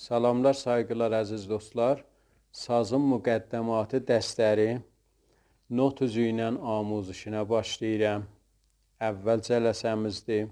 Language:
South Azerbaijani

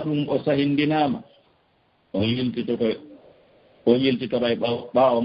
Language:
Fula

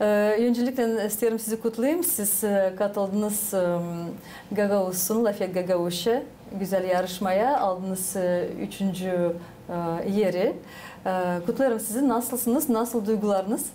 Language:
Gagauz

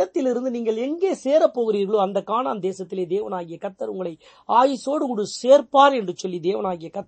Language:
Tamil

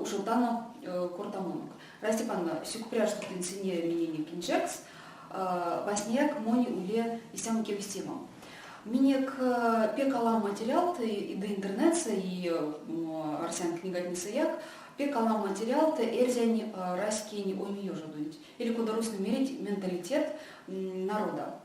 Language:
Erzya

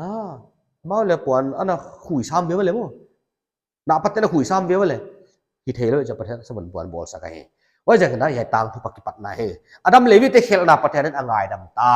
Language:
Paite Chin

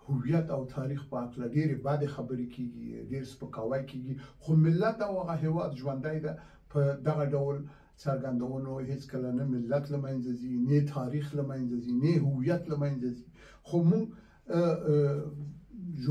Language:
Pashto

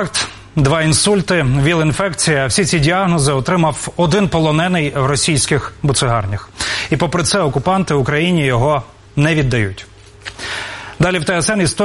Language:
Ukrainian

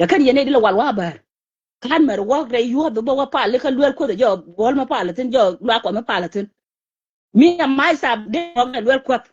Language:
Nuer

